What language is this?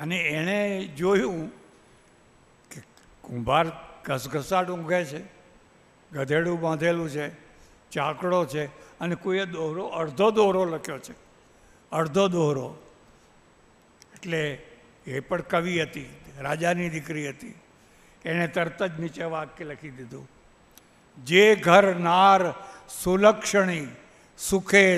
Gujarati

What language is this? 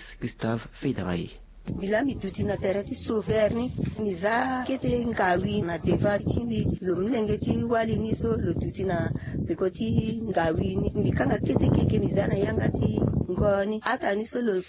Sango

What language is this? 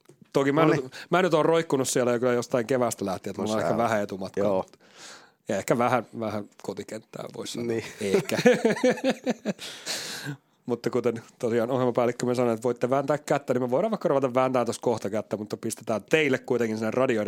Finnish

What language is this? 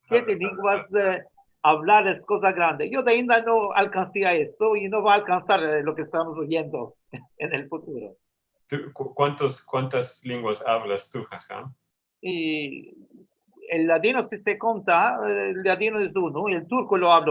Ladino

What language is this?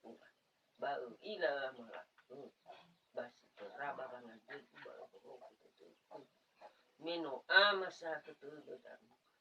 Nias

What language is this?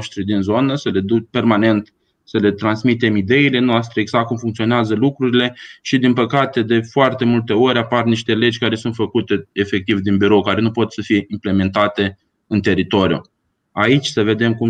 Romanian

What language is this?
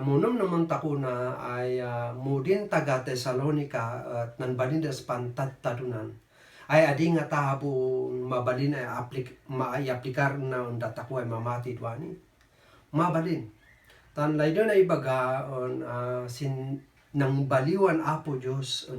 Kankanaey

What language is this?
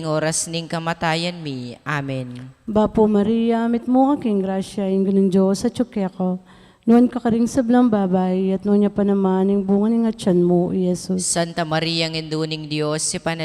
Pampanga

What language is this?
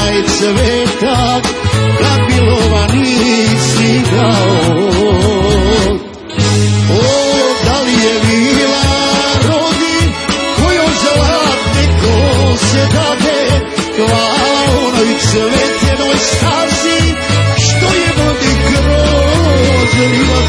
Serbian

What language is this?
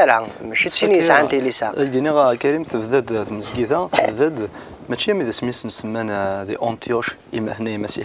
Kabyle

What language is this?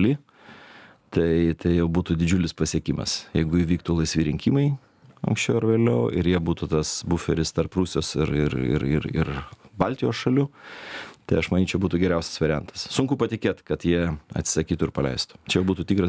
Lithuanian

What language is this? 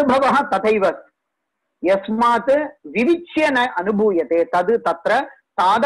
Sanskrit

